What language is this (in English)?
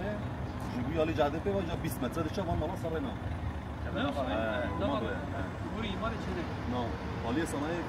Kurdish